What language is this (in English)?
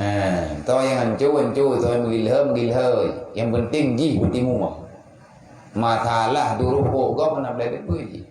Achinese